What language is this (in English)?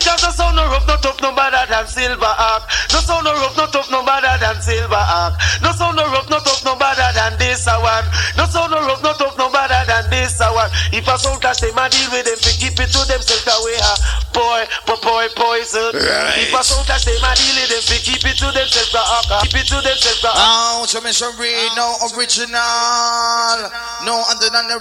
Jamaican Creole English